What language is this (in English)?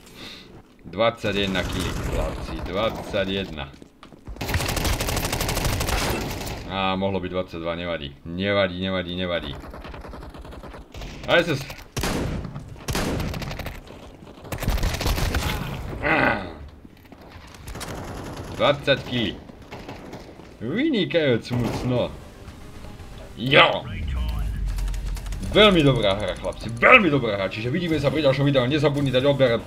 Slovak